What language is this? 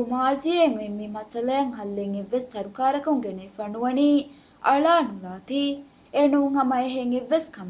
Divehi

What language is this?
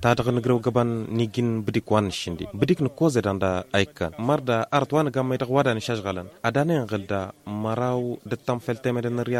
Tamasheq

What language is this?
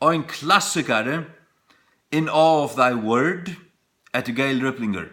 Faroese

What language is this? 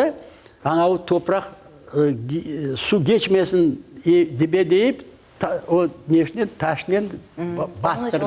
Crimean Tatar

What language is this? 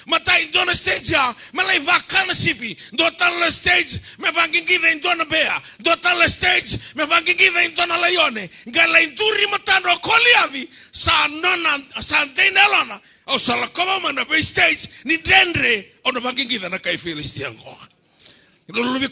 Fijian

